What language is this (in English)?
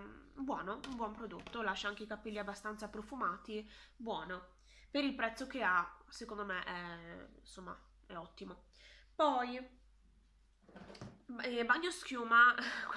Italian